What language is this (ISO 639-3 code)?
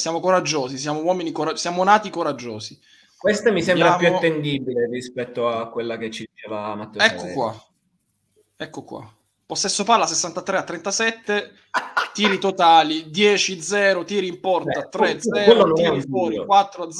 ita